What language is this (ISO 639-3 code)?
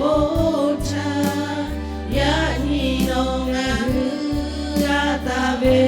lhu